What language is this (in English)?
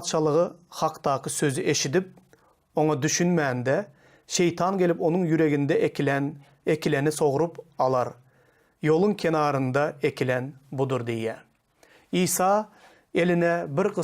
Turkmen